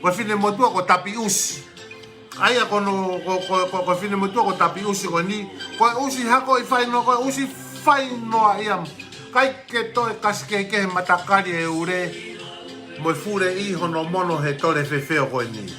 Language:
Tongan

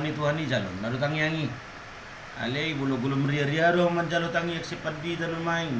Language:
Batak Toba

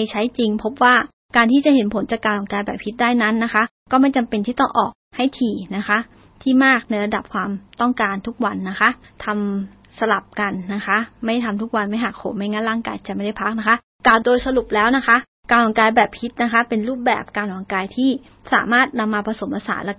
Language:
Thai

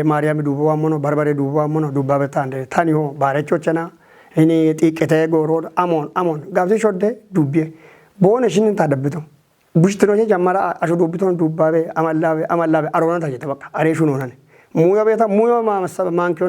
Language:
Kafa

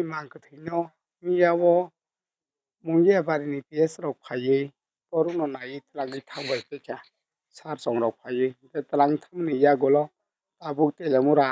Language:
Kok Borok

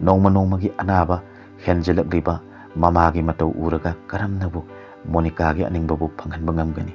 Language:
Manipuri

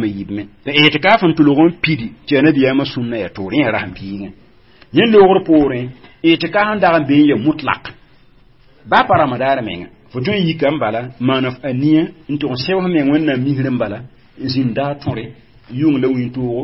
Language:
Mossi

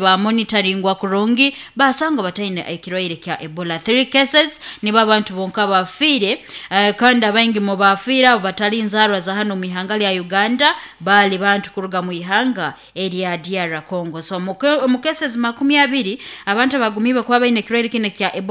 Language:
Nyoro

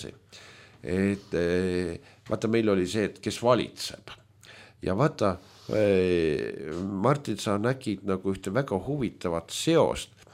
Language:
Estonian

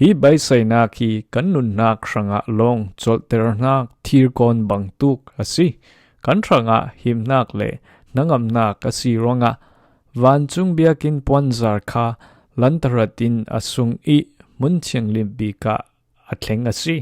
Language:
Falam Chin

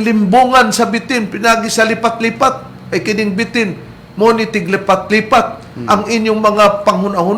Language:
Cebuano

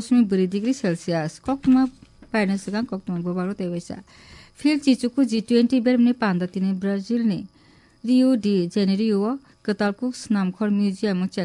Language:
Kok Borok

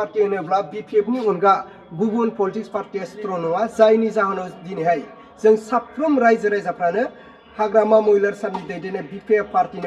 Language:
Bodo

